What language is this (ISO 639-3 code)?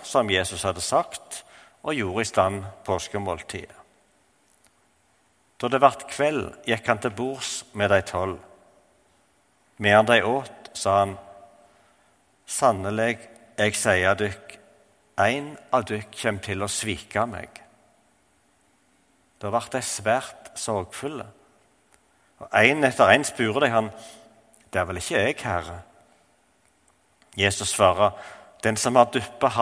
nor